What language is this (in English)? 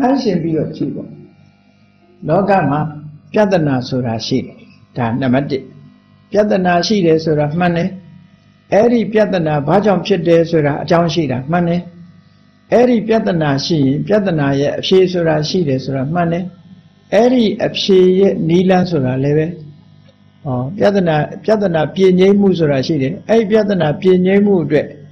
Burmese